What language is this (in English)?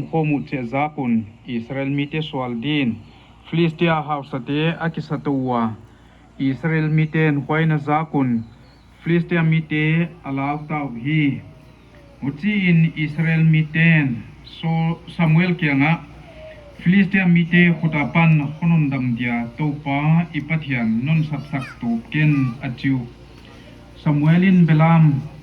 Paite Chin